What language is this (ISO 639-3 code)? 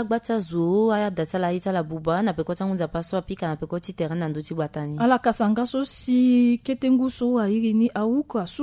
sag